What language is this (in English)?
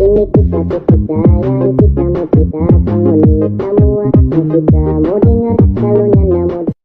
Banjar